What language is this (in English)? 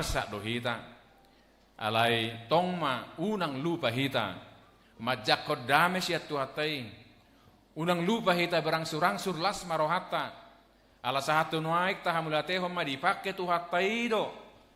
Batak Toba